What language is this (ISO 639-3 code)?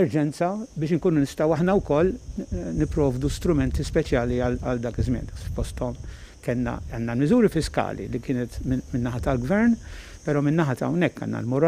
mlt